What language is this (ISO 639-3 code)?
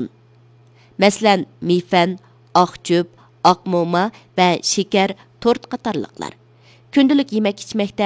uig